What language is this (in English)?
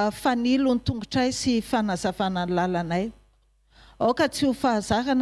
Malagasy